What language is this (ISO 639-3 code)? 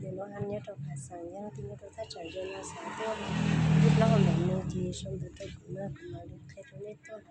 hmn